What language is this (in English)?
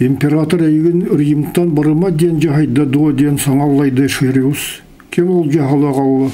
Yakut